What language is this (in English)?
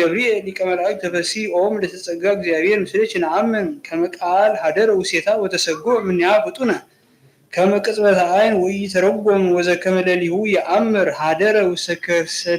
Geez